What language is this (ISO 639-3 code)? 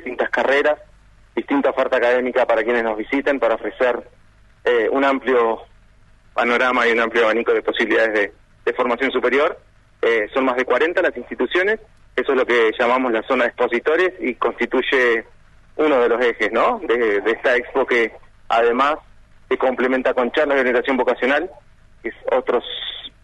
spa